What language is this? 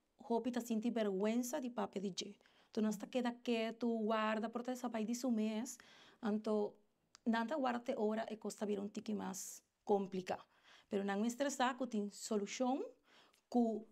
Papiamento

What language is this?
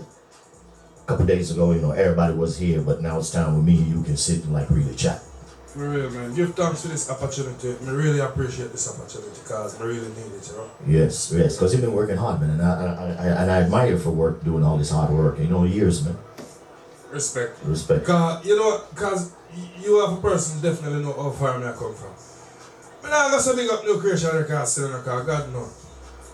Jamaican Creole English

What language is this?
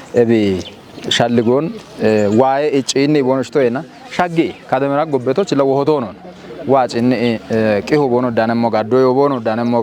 Kafa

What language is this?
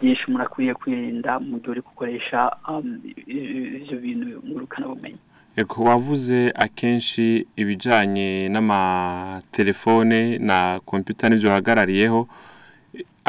Rundi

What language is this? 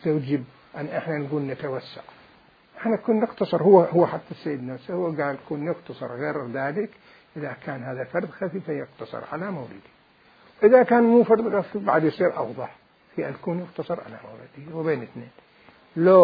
Mesopotamian Arabic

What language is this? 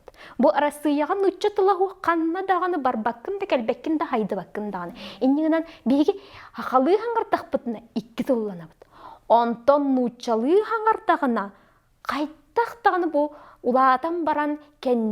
Yakut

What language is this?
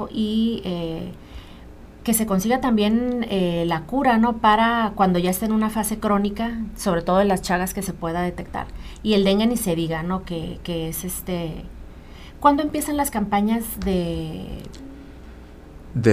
Spanish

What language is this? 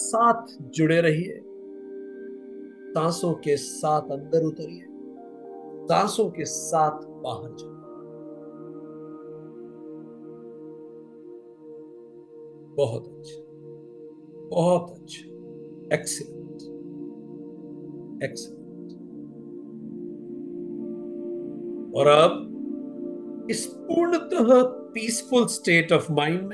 Hindi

